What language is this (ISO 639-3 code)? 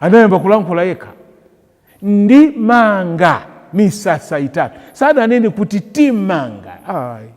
nya